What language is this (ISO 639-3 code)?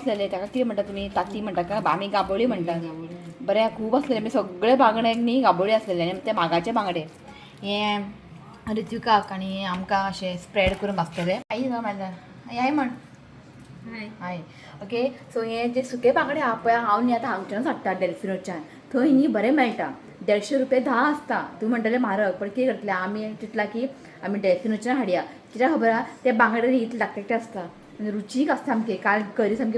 kok